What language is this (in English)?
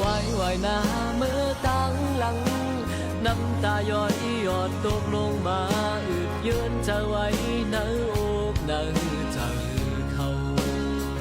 Shan